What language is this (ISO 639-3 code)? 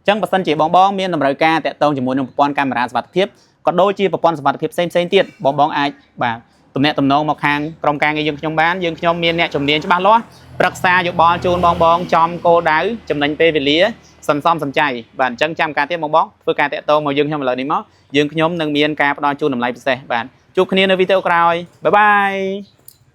khm